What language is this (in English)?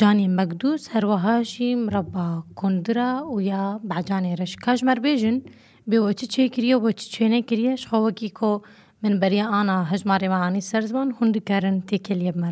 Kurdish